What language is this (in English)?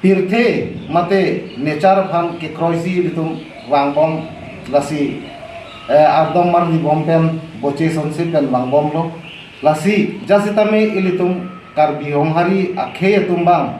Karbi